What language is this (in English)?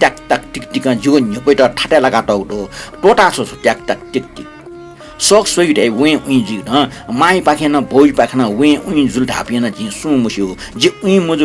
Newari